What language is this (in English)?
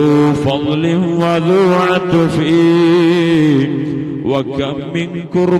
Malayalam